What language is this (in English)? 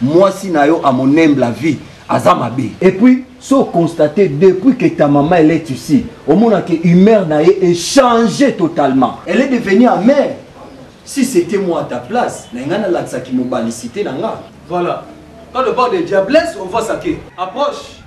Lingala